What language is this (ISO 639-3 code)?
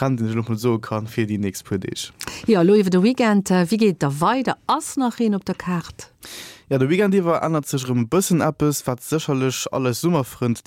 ltz